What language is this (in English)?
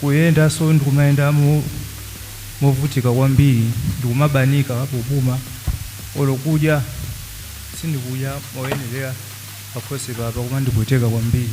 Nyanja